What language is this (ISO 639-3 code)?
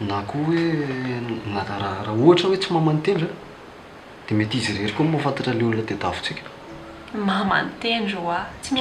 mlg